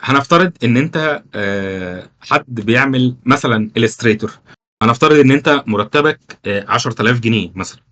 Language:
Egyptian Arabic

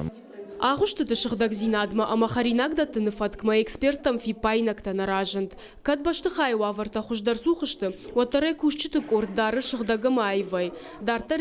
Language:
Ossetic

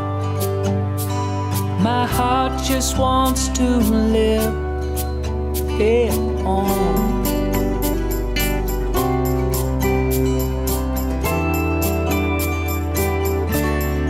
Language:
English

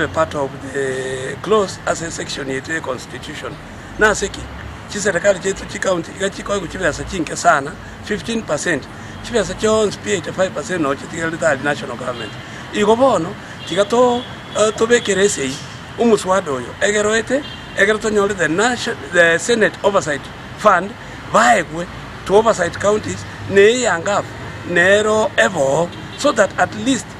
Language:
Gusii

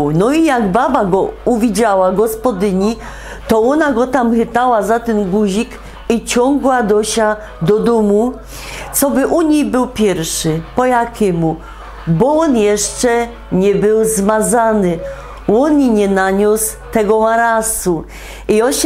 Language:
Silesian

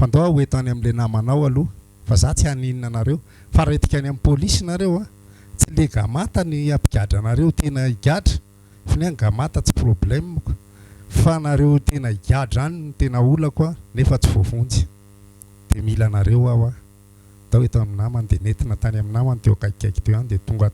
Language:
Malagasy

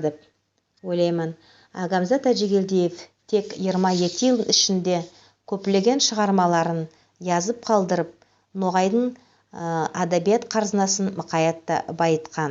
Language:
Nogai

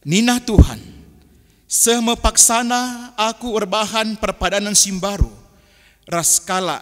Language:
Batak Karo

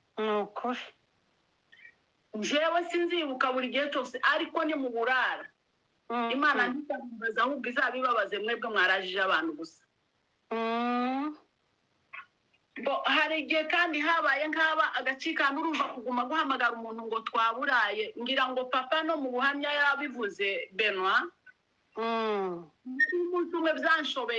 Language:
Kinyarwanda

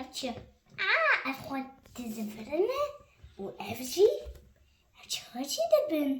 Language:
Kurdish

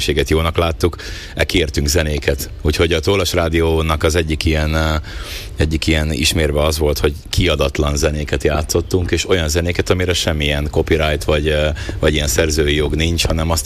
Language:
Hungarian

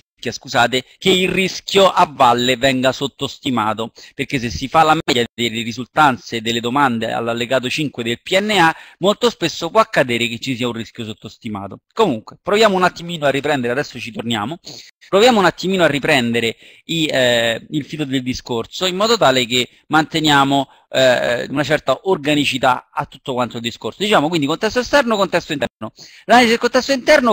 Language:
Italian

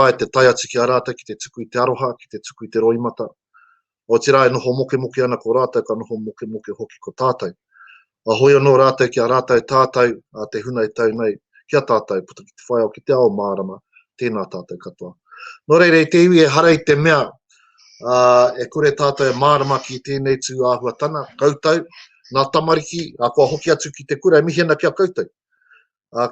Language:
Māori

